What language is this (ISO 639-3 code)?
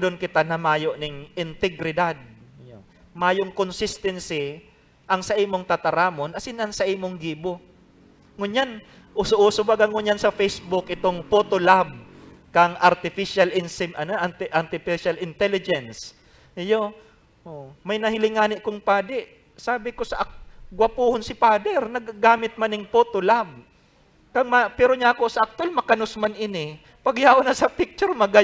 bik